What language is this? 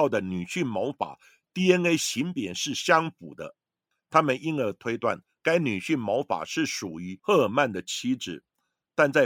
Chinese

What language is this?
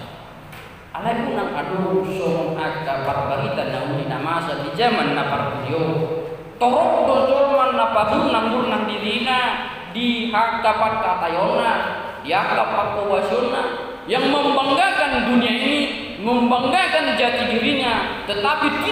Batak Toba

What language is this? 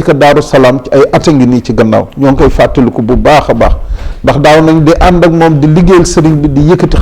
Wolof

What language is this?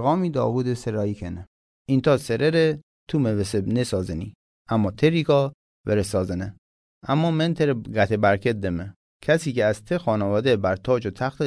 Mazanderani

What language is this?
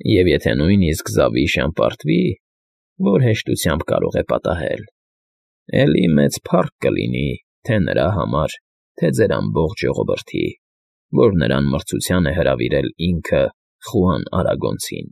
Armenian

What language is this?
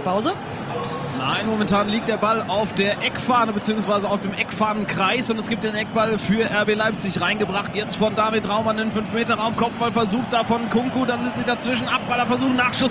German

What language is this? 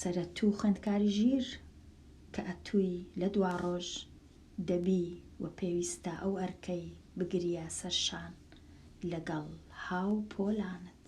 Central Kurdish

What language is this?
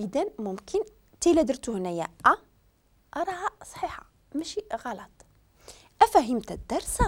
Moroccan Arabic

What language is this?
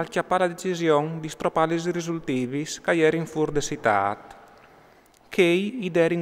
Friulian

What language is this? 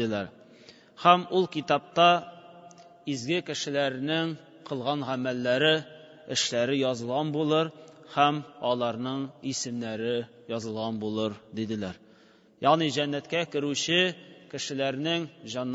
Tatar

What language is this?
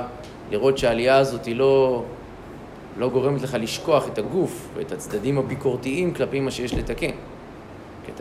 Hebrew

